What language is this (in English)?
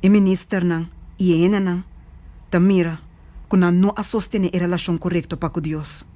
Papiamento